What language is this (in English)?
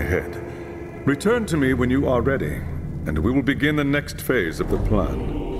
English